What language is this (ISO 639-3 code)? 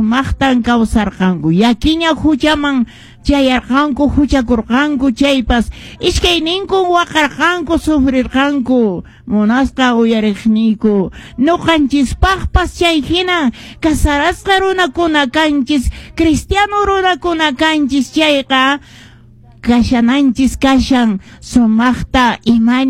que